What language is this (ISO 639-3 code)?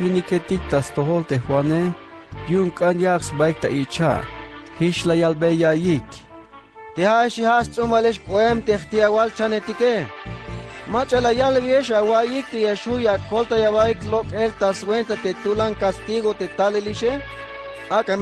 tzh